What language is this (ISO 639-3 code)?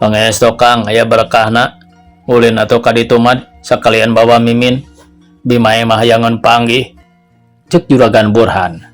sun